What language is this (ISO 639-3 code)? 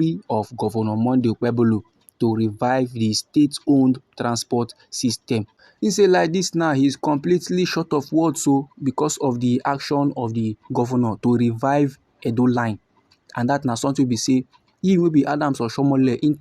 pcm